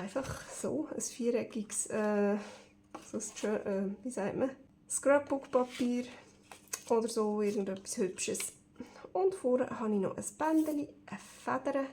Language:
Swiss German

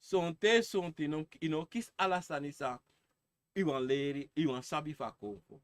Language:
Sranan Tongo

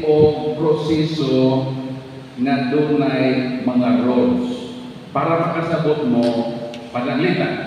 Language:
Cebuano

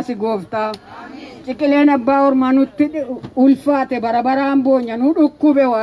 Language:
Oromo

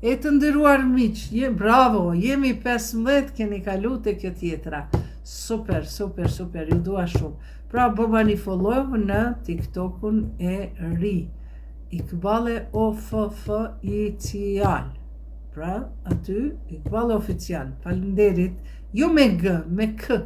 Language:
Albanian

